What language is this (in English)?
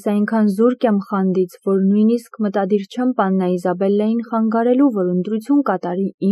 Armenian